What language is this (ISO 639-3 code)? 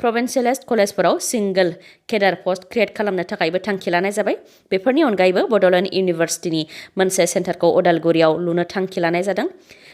brx